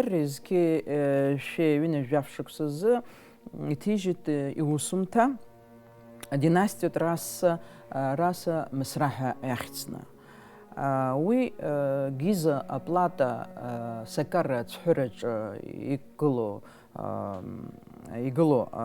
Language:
Abkhazian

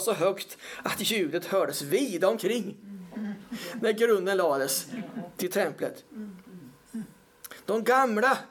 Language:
Swedish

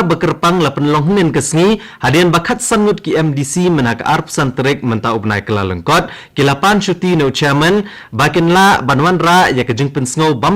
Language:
Khasi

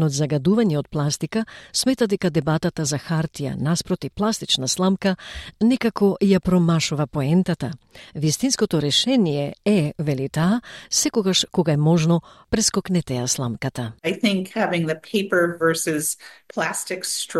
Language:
Macedonian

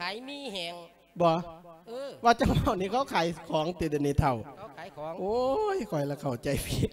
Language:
Lao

